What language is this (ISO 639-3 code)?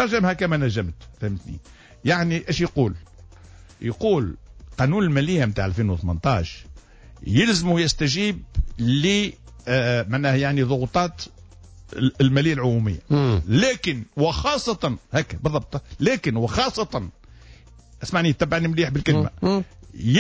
aeb